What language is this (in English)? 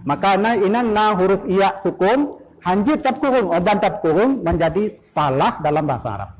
Achinese